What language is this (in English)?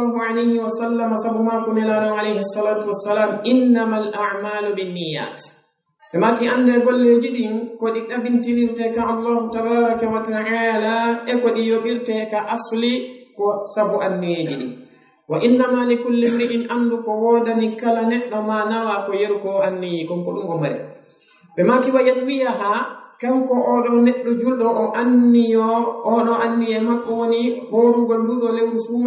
Fula